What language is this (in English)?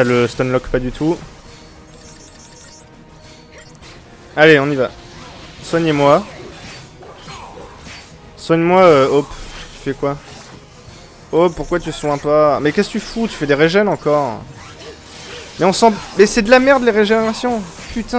French